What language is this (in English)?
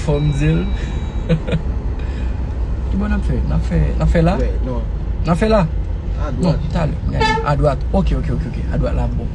Haitian Creole